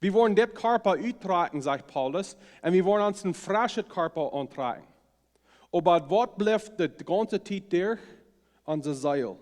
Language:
Plautdietsch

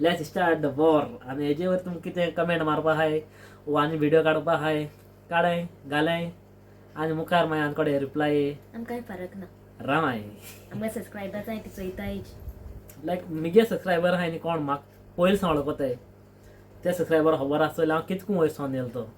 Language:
Konkani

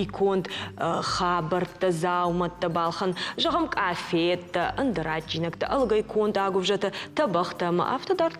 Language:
Ossetic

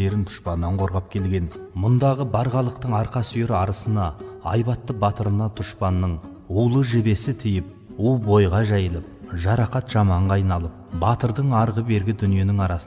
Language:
Kazakh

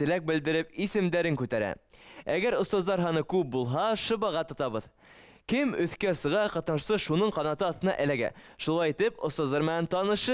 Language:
Bashkir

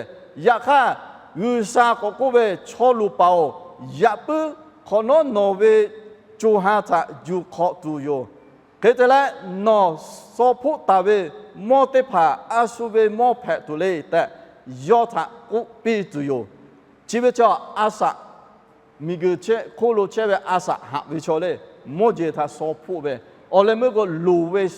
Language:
Lahu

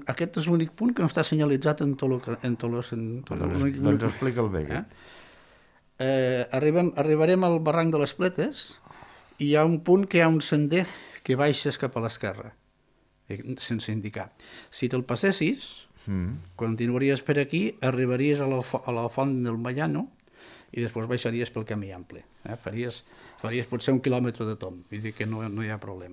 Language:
Catalan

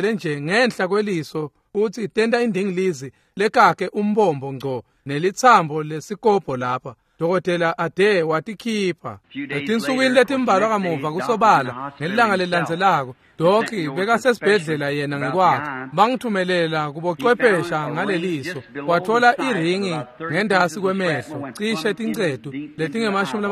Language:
Swati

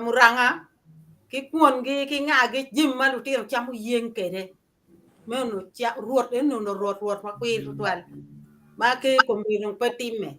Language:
Acoli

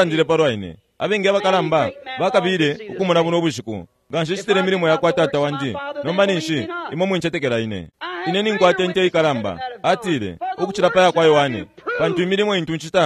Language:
Bemba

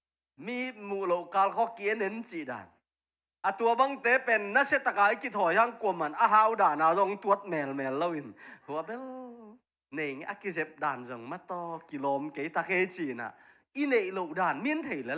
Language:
Tedim Chin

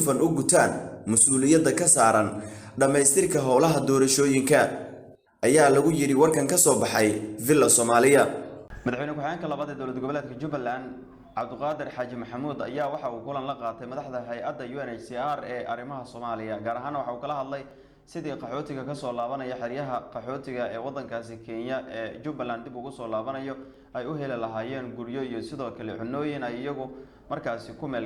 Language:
Somali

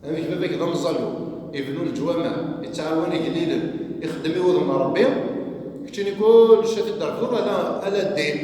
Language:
Kabyle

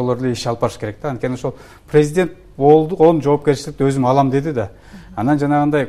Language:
Kyrgyz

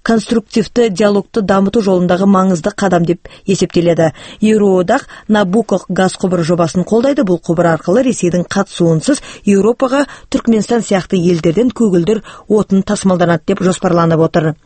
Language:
Kazakh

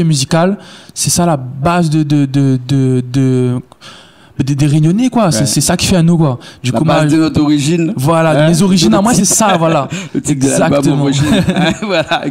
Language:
Réunion Creole French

